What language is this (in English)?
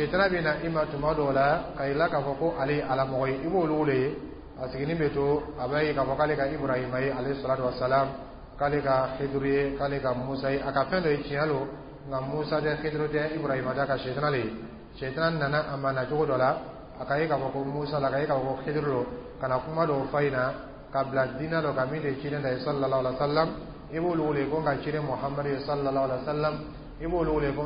Dyula